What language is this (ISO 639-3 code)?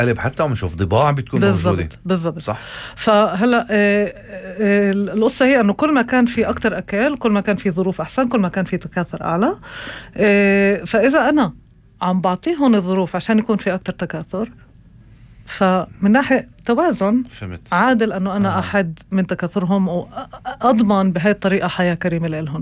apc